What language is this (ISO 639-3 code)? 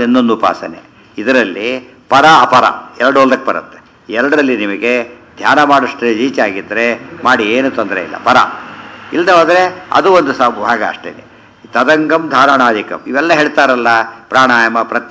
kan